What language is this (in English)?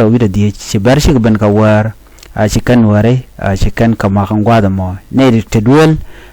Nuer